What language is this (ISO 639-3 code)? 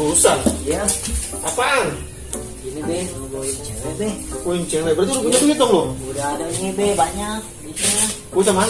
bew